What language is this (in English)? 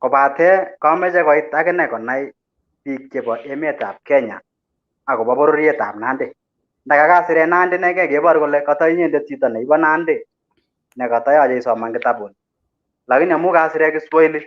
Kalenjin